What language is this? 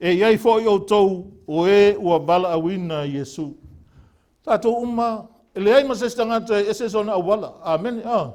Samoan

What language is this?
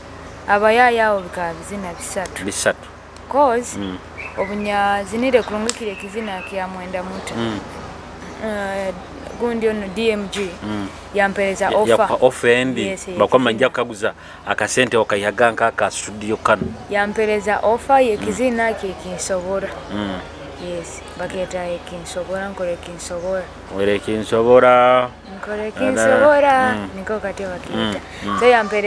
Nyoro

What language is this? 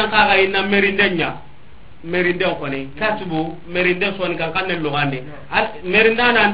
Soninke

